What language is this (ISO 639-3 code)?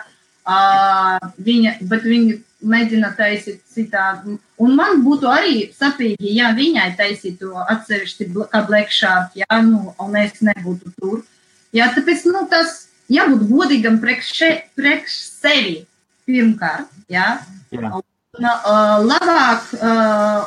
lav